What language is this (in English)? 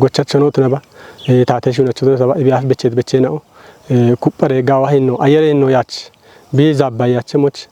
Kafa